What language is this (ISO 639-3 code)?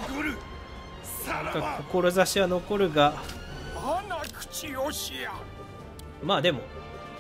jpn